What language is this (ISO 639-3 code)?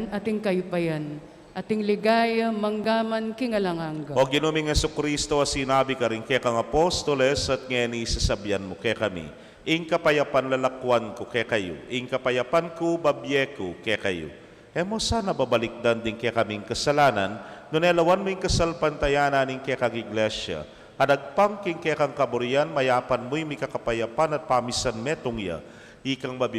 pam